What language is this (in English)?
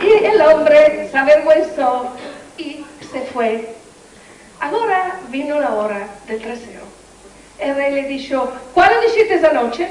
Ladino